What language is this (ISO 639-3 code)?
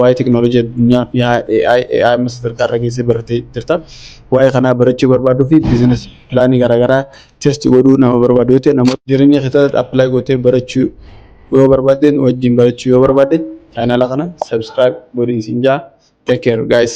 orm